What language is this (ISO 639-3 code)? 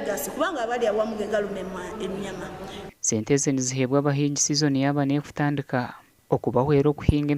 nyn